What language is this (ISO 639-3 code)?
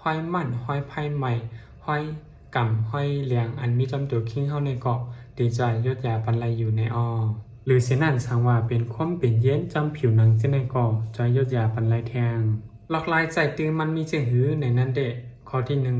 shn